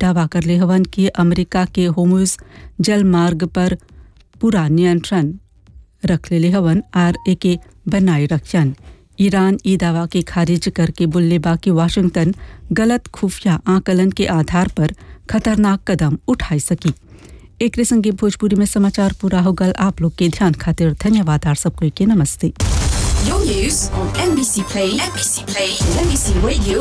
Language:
Bhojpuri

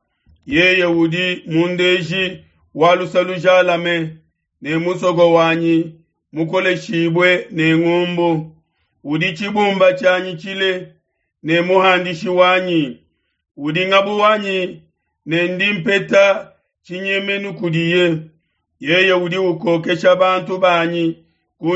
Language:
Luba-Lulua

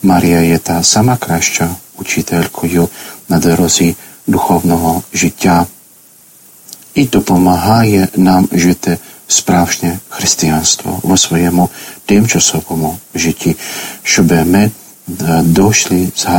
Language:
Ukrainian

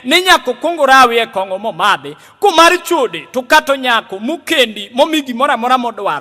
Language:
Luo (Kenya and Tanzania)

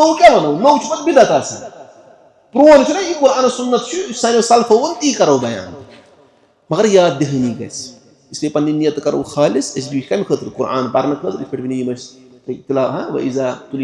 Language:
Kashmiri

